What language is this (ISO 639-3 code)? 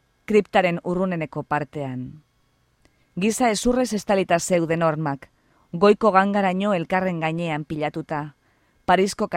eus